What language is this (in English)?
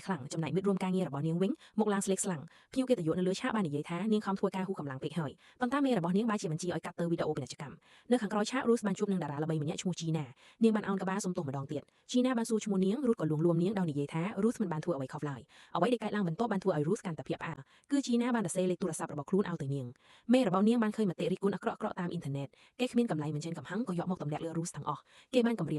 Khmer